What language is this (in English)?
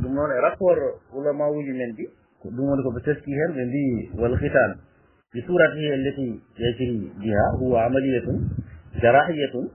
Fula